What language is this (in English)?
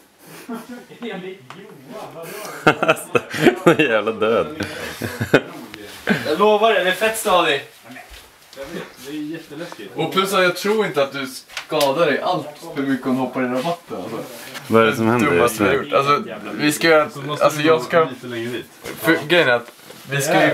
Swedish